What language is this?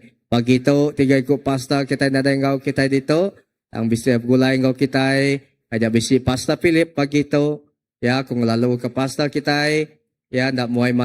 Iban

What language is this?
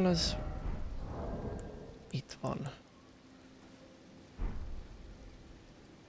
Hungarian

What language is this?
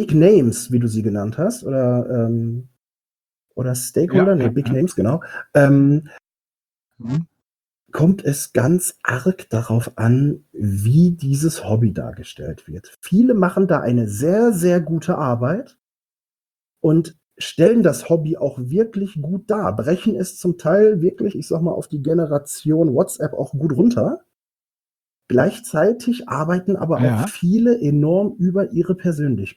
German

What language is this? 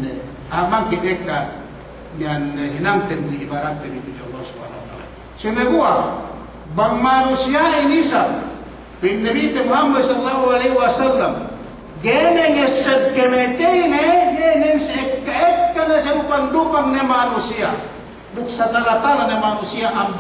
Yakan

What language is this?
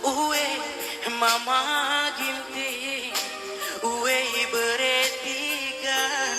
Batak Karo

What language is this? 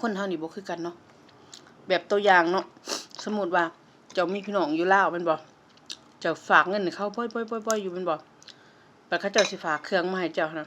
Lao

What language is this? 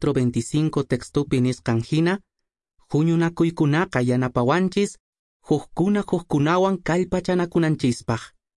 Quechua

